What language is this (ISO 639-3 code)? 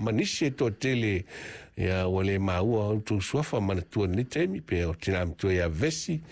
smo